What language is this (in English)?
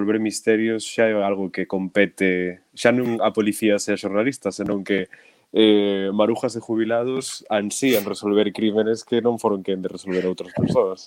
Galician